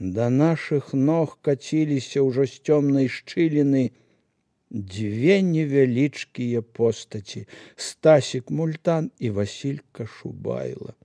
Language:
Belarusian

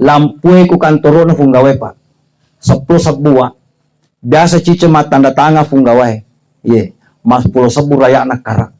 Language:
Buginese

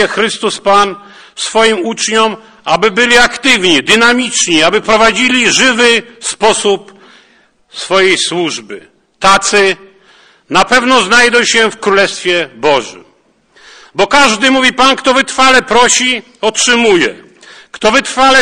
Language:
Polish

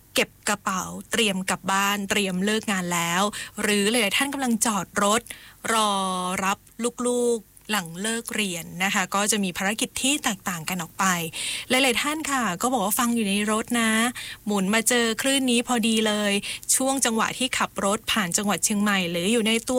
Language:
Thai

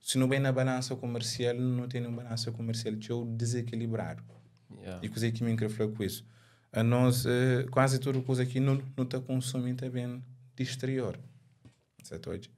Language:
Kabuverdianu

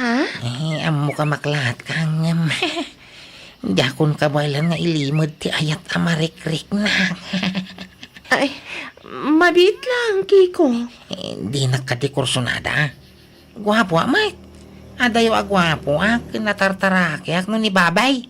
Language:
Iloko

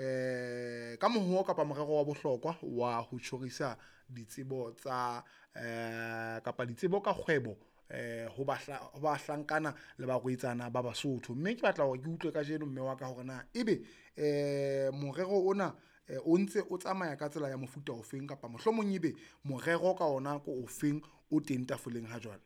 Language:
Southern Sotho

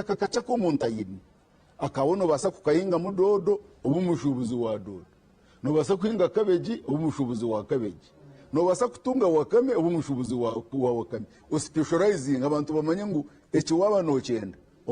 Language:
Nyankole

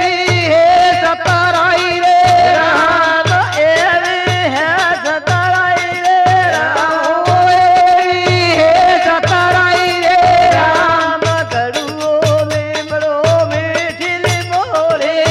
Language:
Gujarati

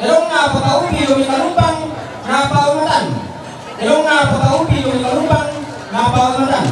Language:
Toraja-Sa'dan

